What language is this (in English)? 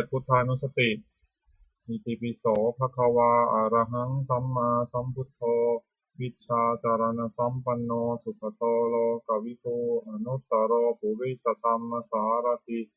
Pali